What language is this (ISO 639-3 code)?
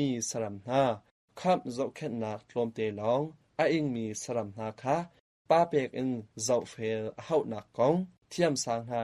cnh